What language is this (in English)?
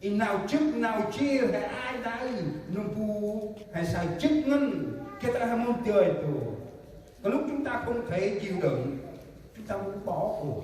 Central Mnong